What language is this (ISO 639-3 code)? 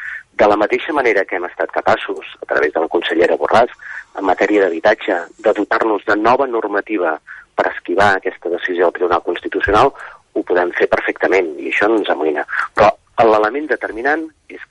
cat